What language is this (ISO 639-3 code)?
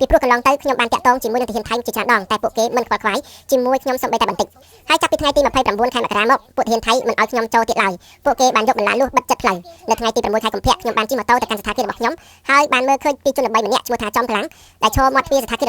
khm